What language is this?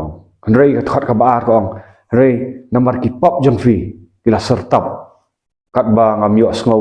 Khasi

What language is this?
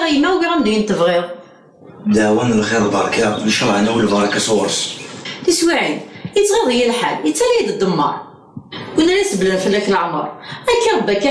Kabyle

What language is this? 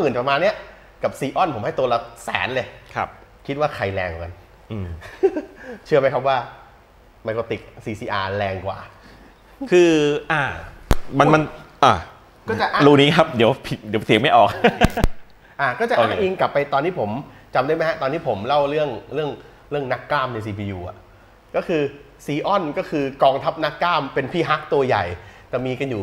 Thai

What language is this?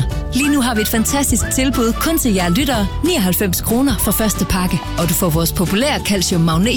Danish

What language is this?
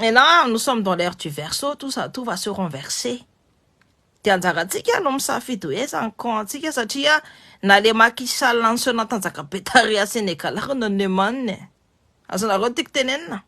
Malagasy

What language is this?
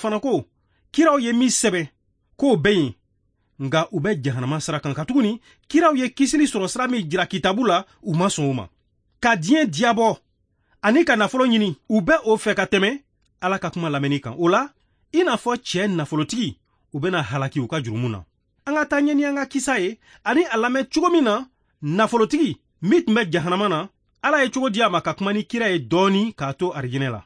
Bambara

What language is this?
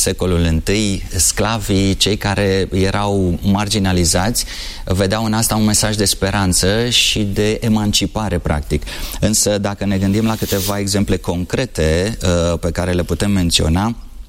Romanian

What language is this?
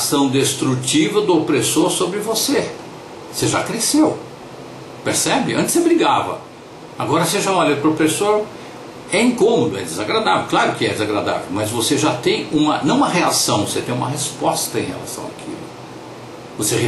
Portuguese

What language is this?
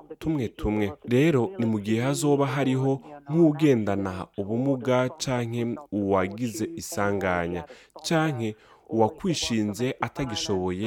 Rundi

